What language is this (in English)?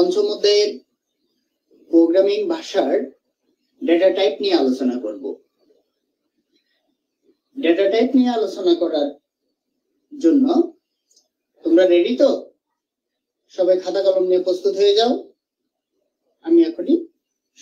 Bangla